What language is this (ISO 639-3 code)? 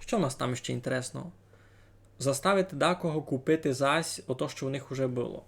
rue